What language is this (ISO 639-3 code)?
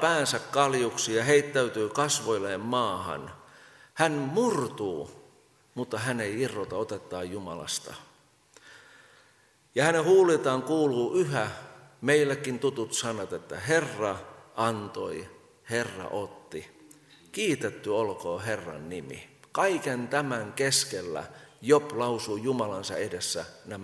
fin